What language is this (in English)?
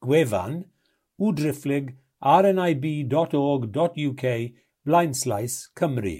Welsh